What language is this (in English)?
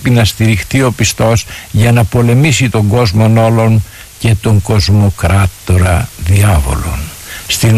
Greek